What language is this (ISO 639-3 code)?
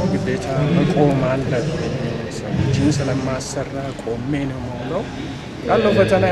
amh